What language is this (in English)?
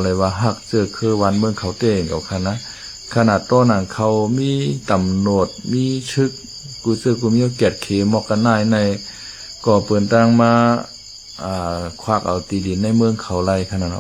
Shan